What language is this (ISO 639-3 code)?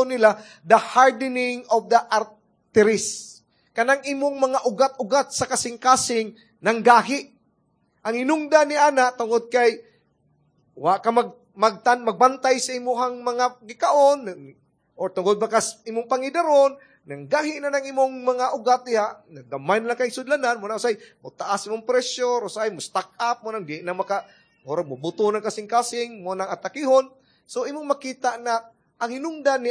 ceb